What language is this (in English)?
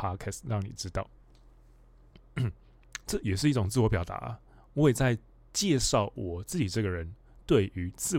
Chinese